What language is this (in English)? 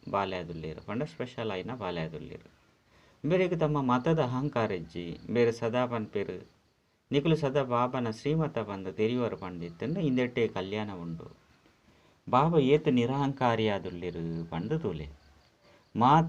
Tulu